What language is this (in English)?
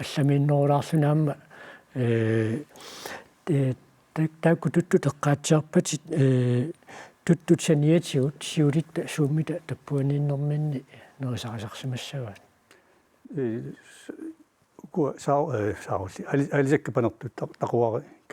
Kalaallisut